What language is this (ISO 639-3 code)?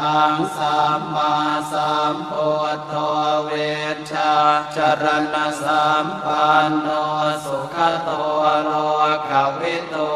pli